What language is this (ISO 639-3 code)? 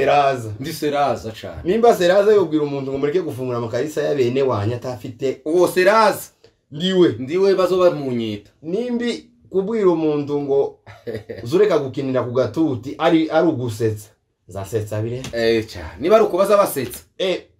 kin